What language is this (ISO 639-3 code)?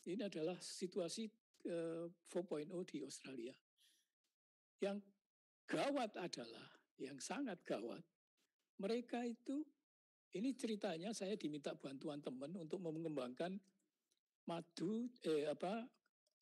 ind